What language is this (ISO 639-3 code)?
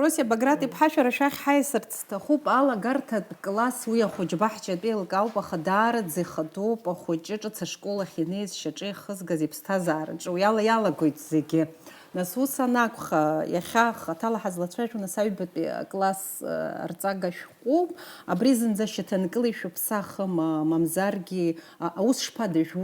abk